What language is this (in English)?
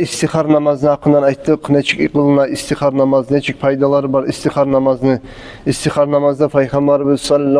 Kumyk